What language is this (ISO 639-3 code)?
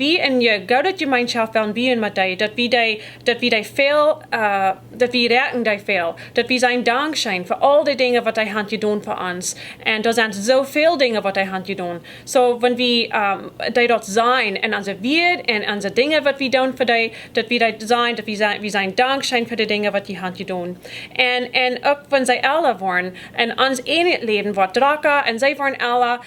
pdt